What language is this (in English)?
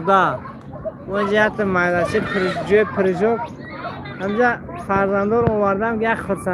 Tajik